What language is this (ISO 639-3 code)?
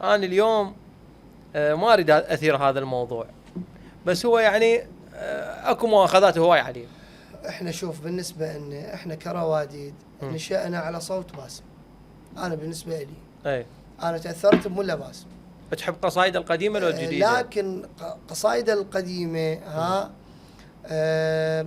acm